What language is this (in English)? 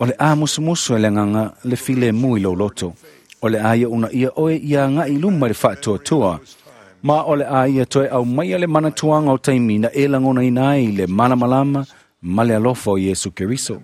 Samoan